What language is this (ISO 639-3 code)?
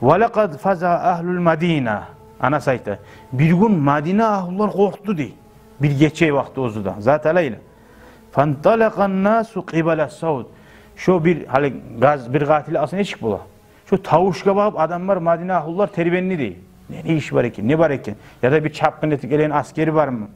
kum